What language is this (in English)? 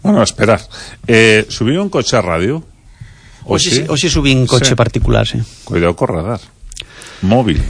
Galician